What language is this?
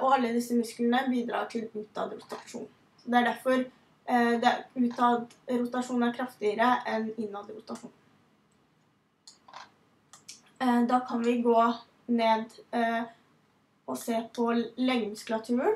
Norwegian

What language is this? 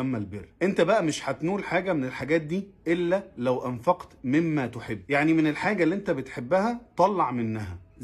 Egyptian Arabic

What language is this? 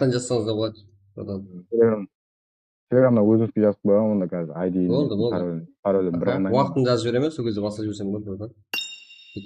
Kara-Kalpak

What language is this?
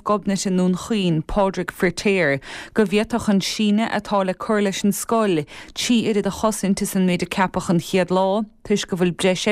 Irish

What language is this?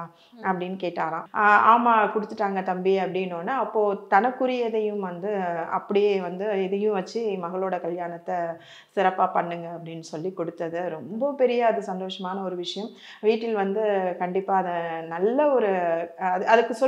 Tamil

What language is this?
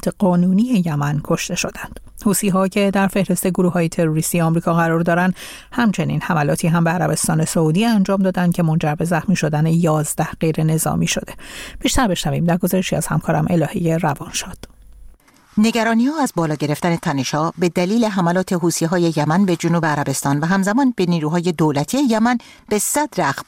Persian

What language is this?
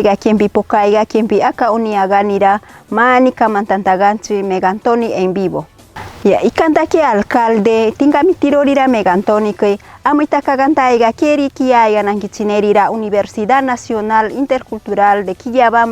Machiguenga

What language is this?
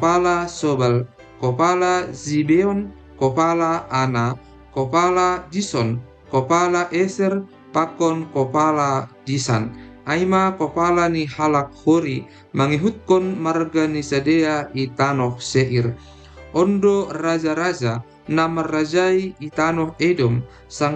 Batak Simalungun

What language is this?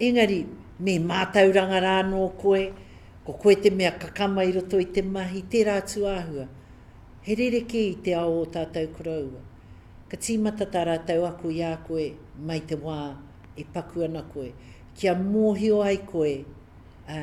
Māori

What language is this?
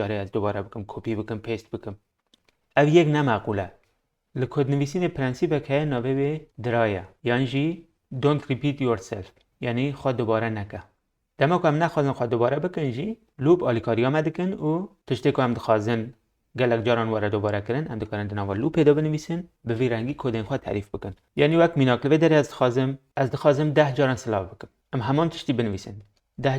Kurdish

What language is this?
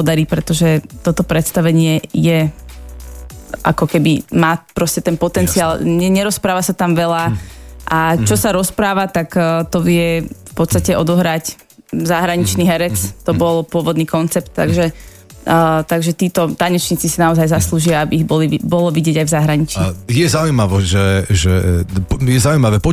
Slovak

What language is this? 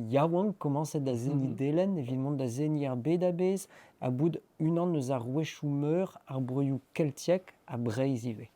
Breton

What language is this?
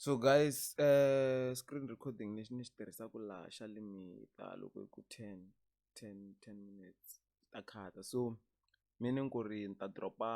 Tsonga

